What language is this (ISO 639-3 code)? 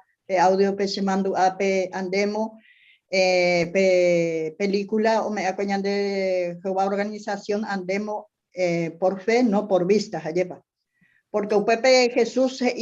grn